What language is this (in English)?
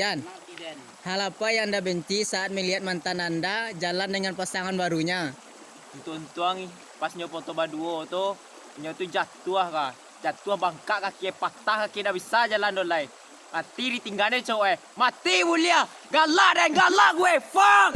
Minangkabau